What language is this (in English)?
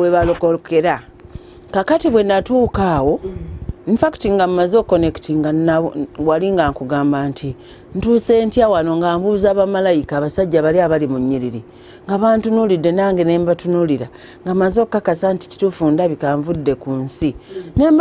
Ganda